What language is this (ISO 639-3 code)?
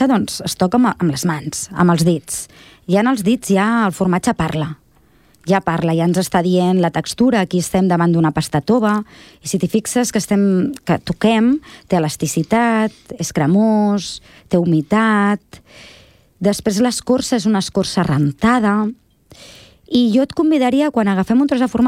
cat